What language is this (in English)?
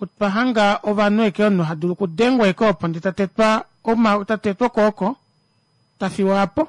Kuanyama